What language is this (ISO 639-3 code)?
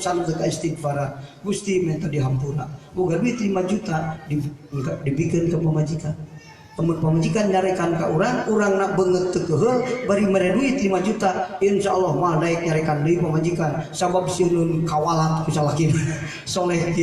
sun